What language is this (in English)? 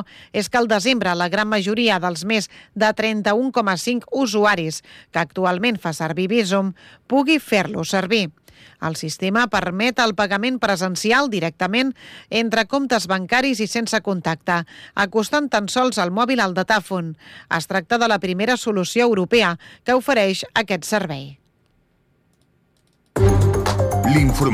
Catalan